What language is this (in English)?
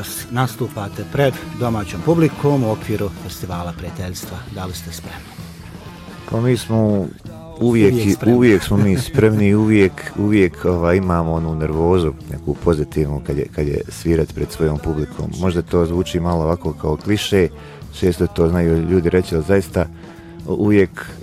Bosnian